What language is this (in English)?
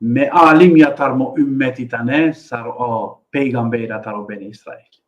Balkan Romani